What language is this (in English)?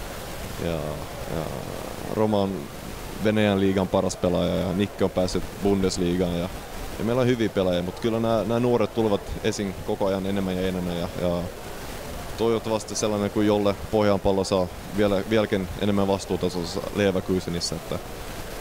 Finnish